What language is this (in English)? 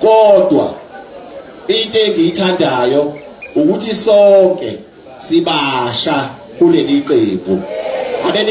Zulu